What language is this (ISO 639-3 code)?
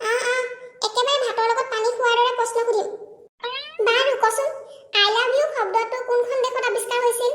asm